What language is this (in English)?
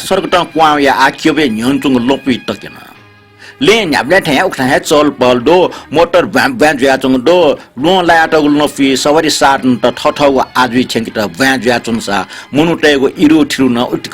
Newari